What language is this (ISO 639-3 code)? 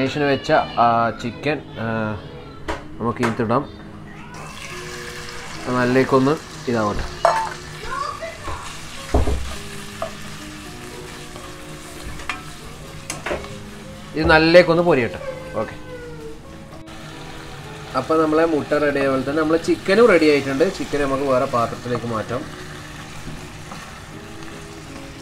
mal